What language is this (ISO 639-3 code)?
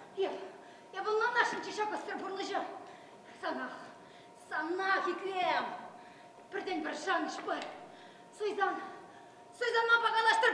chv